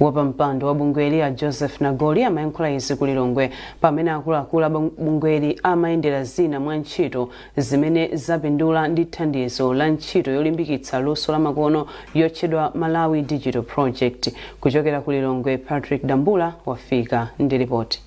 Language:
Nyanja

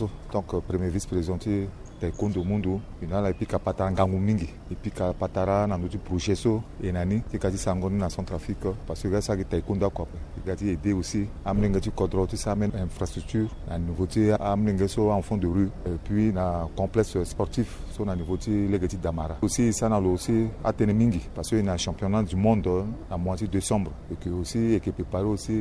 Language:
Sango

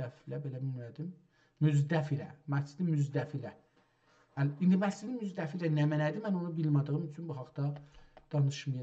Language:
South Azerbaijani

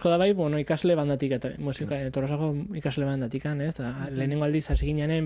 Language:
Basque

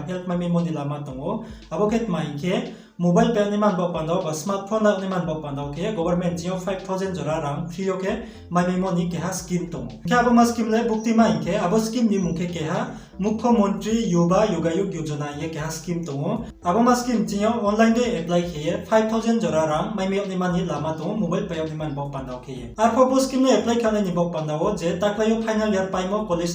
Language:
Riang (India)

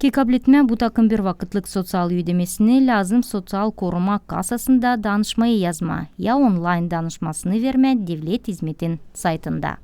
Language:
Gagauz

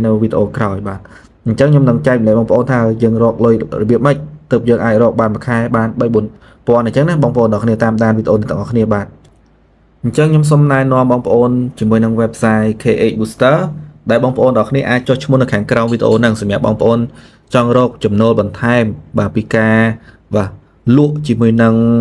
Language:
Khmer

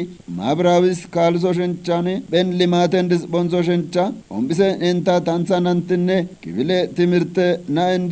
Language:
Kafa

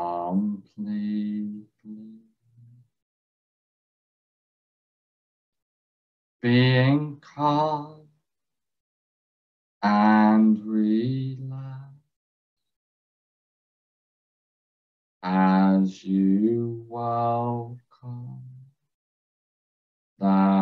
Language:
English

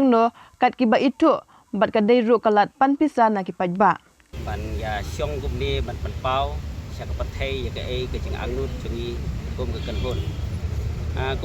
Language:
Khasi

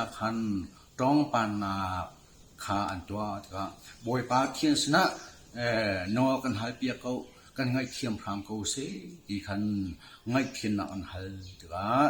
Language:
Hakha Chin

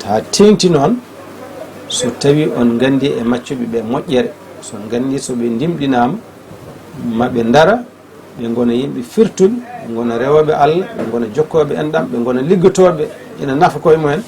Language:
Fula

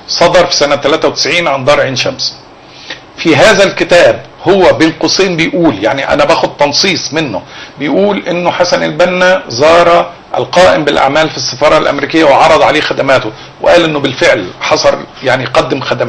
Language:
Egyptian Arabic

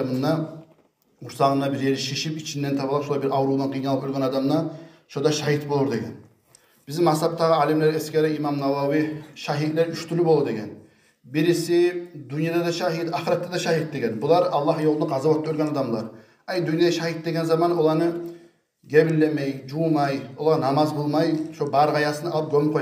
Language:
Kumyk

